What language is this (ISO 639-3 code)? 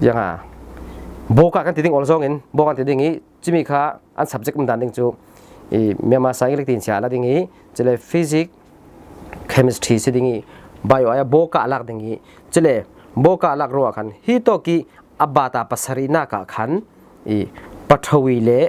cfm